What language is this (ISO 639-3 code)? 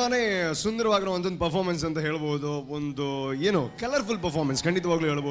kan